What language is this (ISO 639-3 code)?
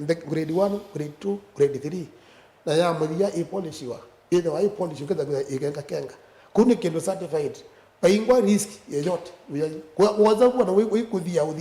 kam